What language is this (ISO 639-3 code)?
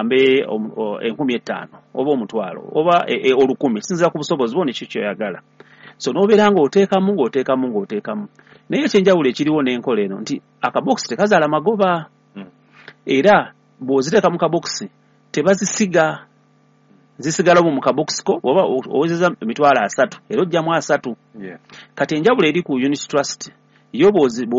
lug